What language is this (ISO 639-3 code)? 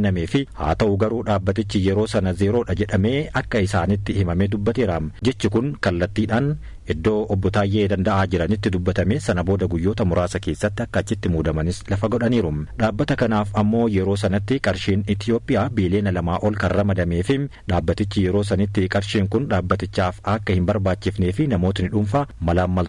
orm